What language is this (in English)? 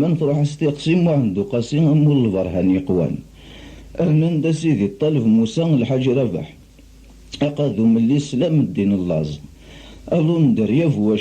Kabyle